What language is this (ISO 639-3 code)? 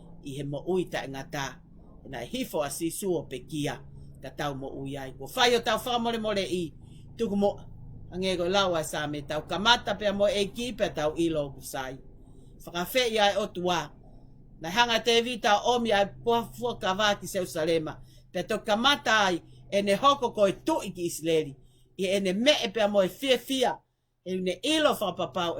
ton